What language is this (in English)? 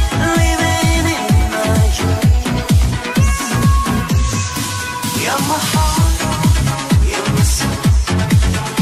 English